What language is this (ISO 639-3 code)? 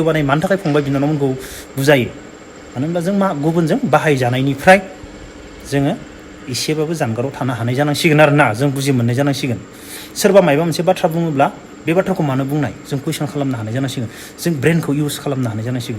brx